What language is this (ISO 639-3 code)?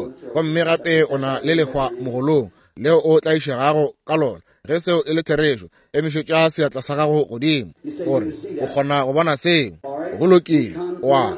nso